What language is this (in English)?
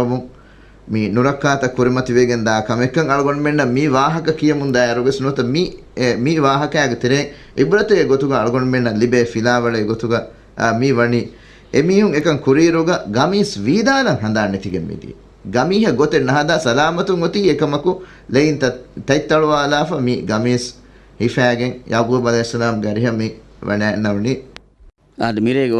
Divehi